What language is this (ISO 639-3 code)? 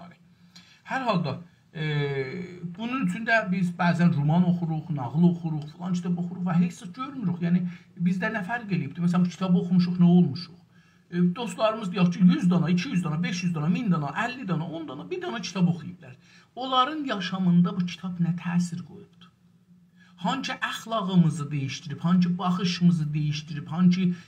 azb